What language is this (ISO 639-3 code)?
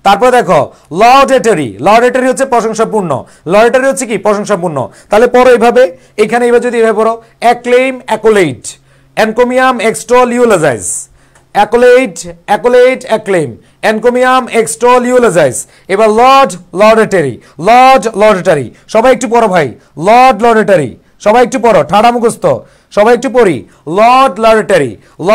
ben